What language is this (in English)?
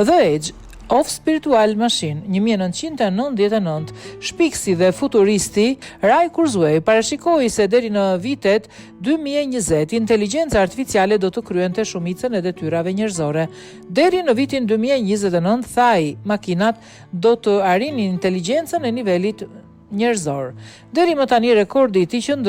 Albanian